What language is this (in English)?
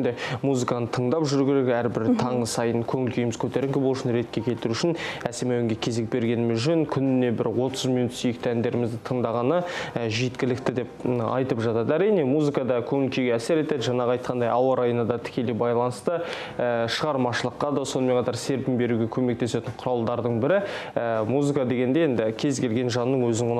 Kazakh